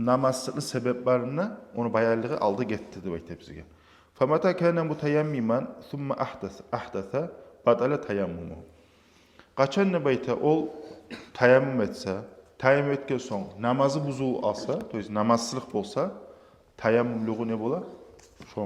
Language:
Kumyk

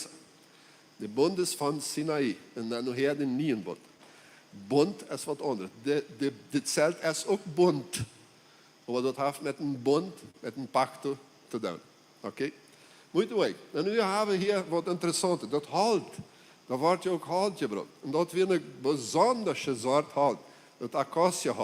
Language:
Plautdietsch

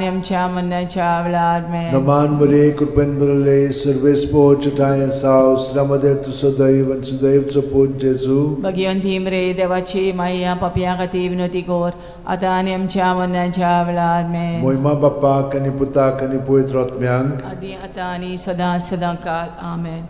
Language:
Konkani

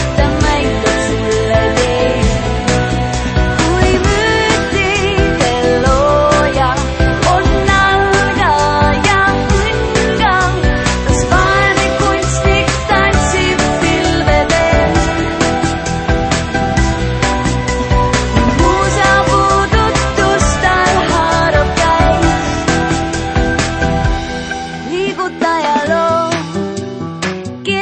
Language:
Estonian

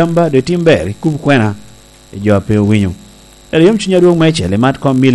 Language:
Lango (Uganda)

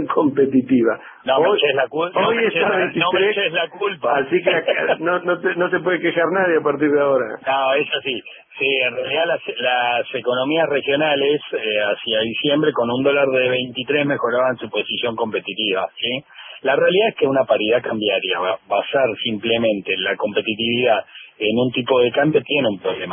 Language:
Spanish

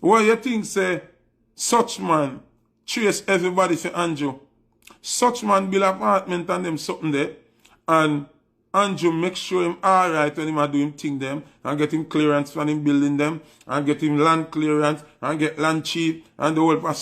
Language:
Jamaican Creole English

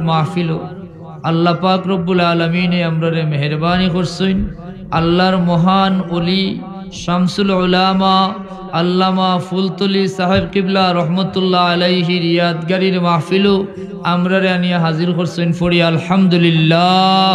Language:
Sylheti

